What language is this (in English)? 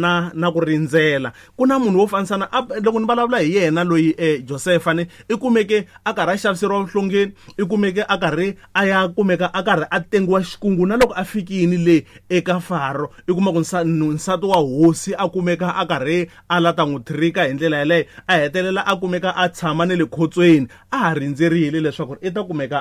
Tsonga